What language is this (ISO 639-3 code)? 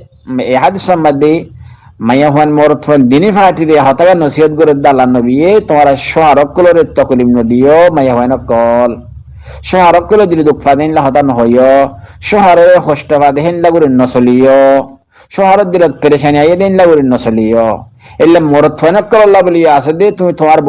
rhg